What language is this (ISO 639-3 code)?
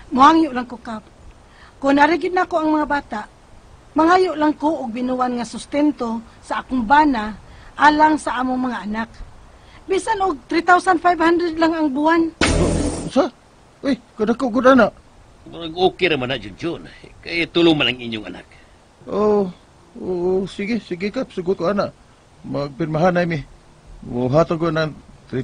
ceb